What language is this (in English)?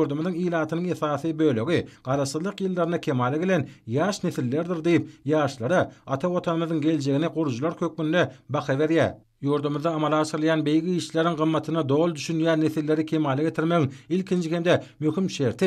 Turkmen